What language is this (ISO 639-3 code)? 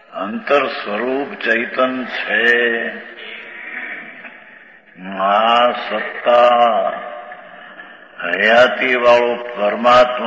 guj